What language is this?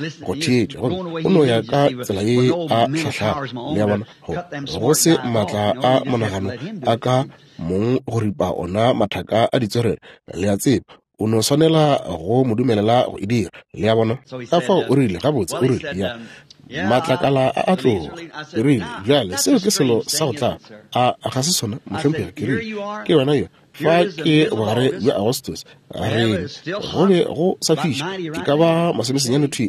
Northern Sotho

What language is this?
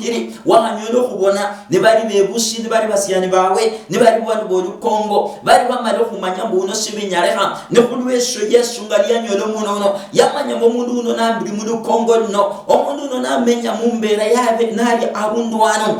Luyia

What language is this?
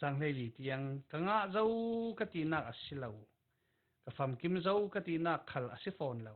Falam Chin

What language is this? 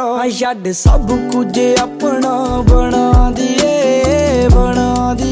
Punjabi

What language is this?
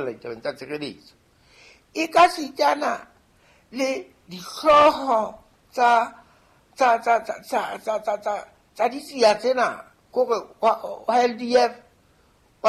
Southern Sotho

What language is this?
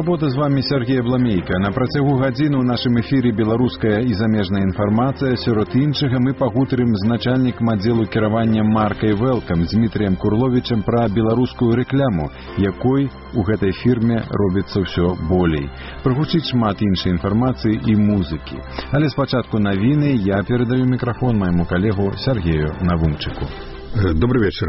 Belarusian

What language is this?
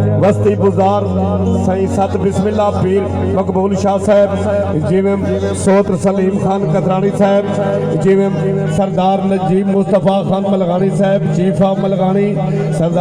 Saraiki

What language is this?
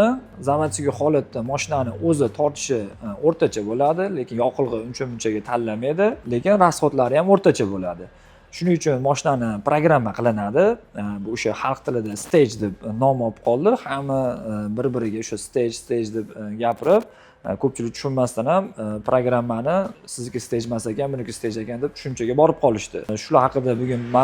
Uzbek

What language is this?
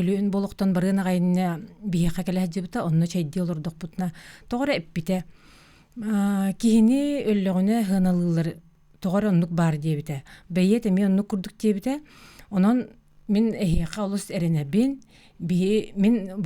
Yakut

